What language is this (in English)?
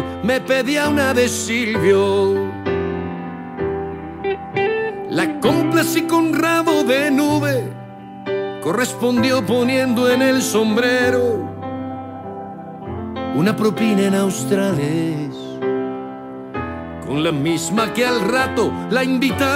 Spanish